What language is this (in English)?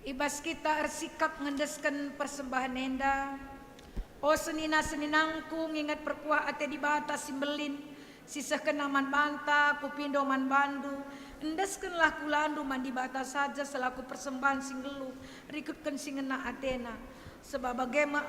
Batak Karo